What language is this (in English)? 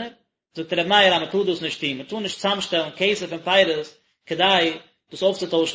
Yiddish